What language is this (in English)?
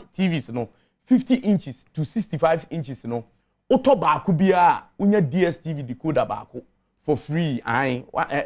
Akan